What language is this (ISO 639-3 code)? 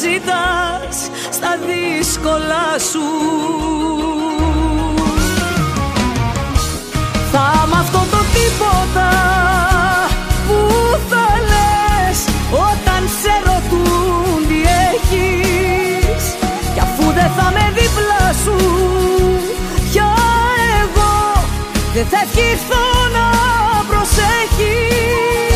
ell